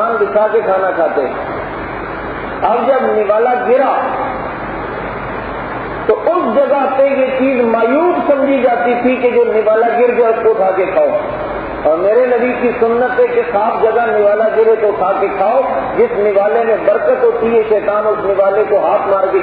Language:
Urdu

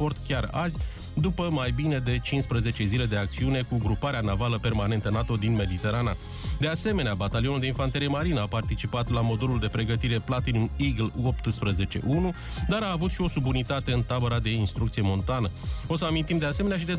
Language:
Romanian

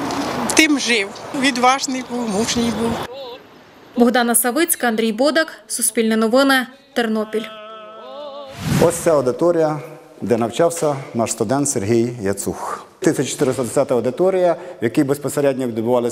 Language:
Ukrainian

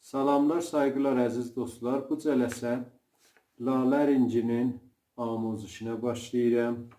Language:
South Azerbaijani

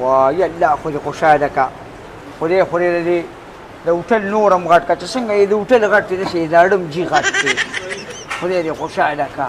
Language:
Pashto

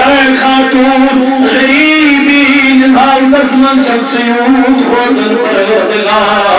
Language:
Kashmiri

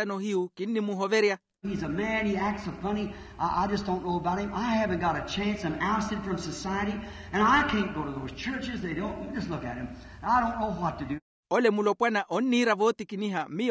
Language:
Makhuwa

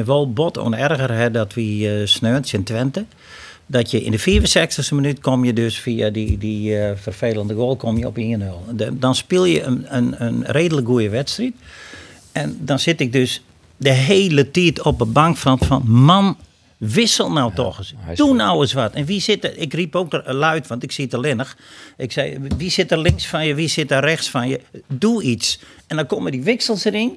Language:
Western Frisian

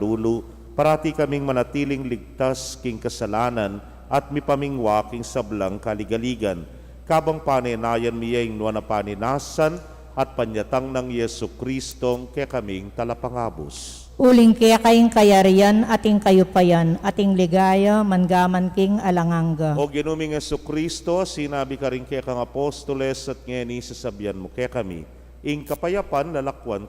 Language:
Pampanga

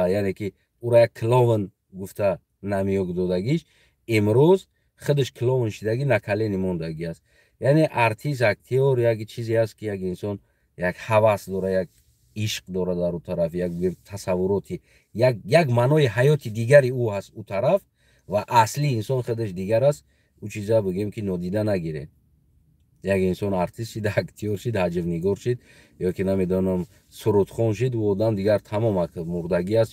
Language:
Tajik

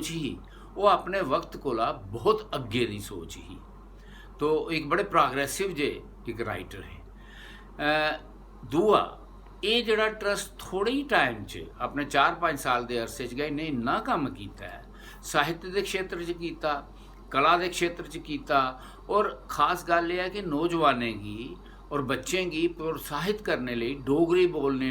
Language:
Dogri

